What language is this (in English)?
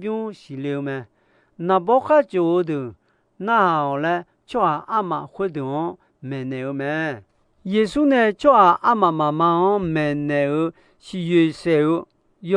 Akha